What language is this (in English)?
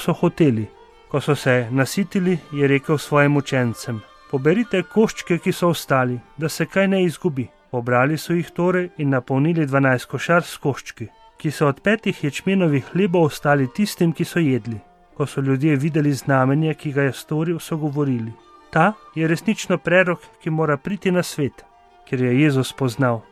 Slovenian